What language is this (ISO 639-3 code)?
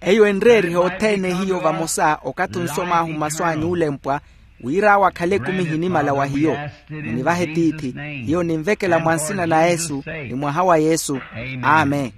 vmw